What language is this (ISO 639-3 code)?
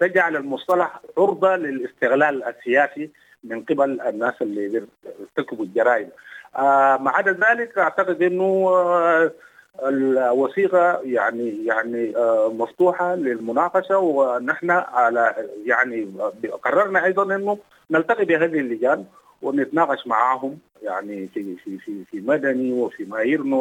apd